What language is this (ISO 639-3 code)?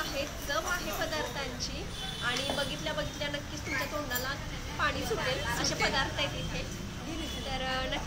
mar